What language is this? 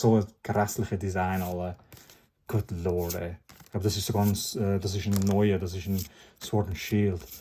Swiss German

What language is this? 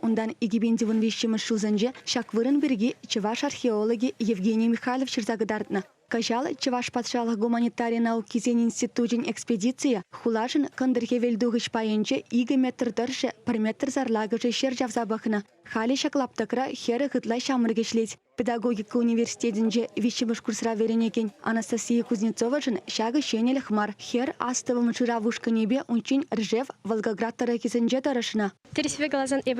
Chuvash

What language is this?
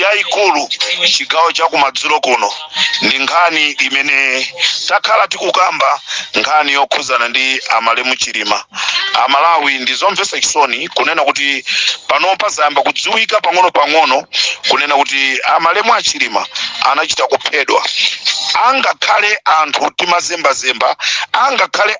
Nyanja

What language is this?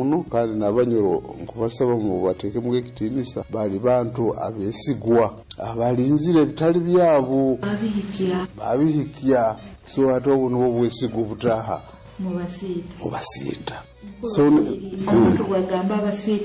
Nyoro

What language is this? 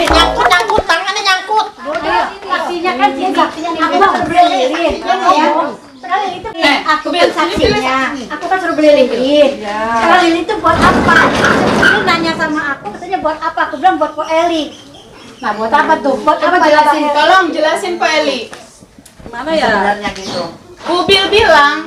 Betawi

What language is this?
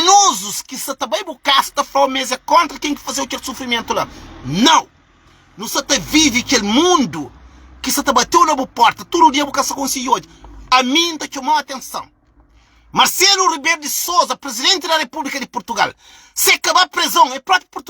Kabuverdianu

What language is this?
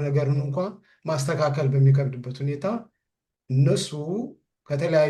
Amharic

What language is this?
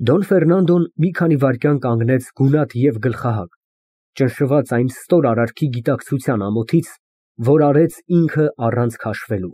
Armenian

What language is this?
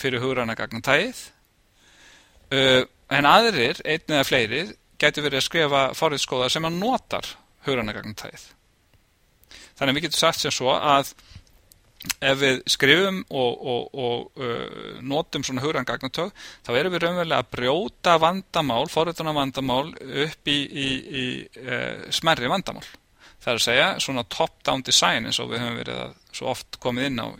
Icelandic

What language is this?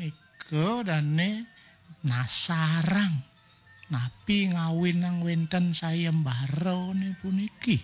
Balinese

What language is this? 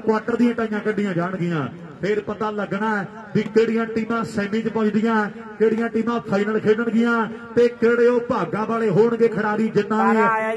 Punjabi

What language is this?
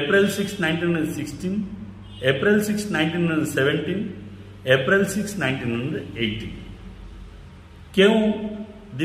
Odia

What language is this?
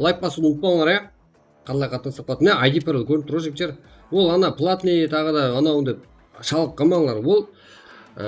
Kara-Kalpak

